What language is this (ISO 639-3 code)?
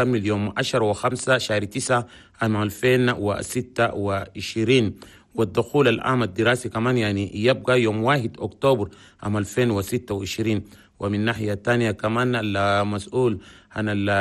shu